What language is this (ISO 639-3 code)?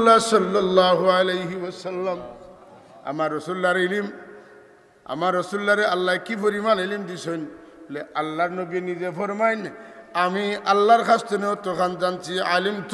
syl